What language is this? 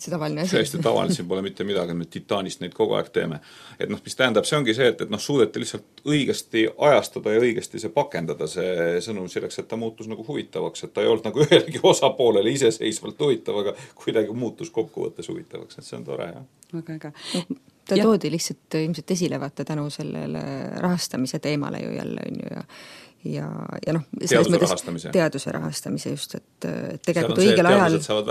Estonian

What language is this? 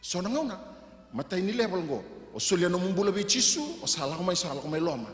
Fijian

